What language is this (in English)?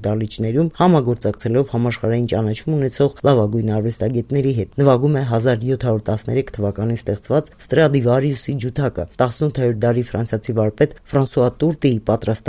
Armenian